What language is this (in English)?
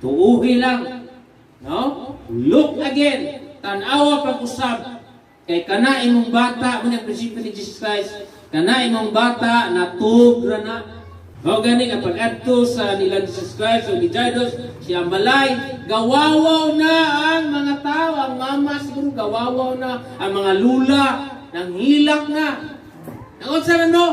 Cebuano